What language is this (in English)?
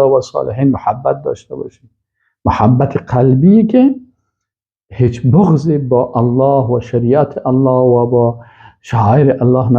Persian